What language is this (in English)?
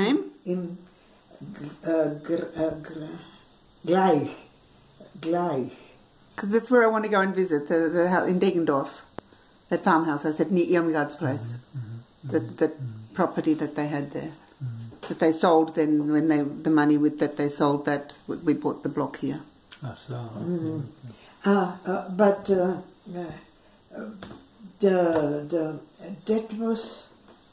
German